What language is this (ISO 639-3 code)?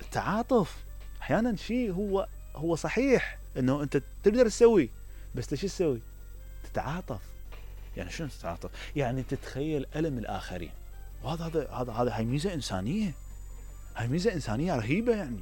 acm